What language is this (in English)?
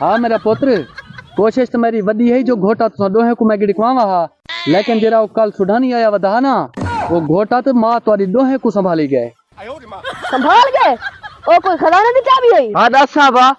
Saraiki